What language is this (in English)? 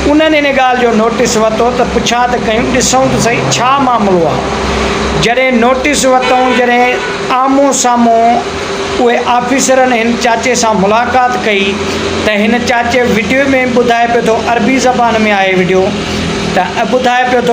Sindhi